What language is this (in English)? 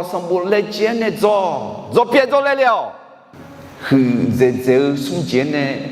Akha